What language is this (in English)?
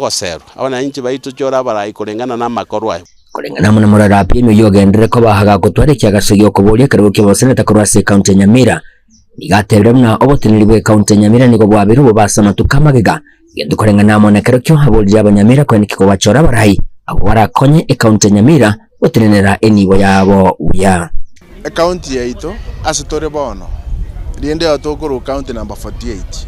Gusii